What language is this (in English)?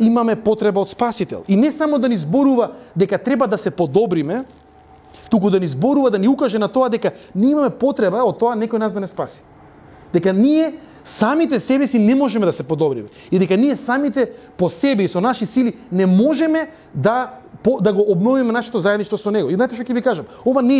Macedonian